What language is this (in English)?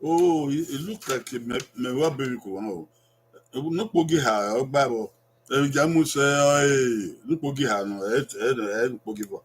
Bini